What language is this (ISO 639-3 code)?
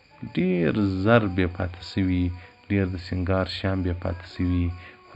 pus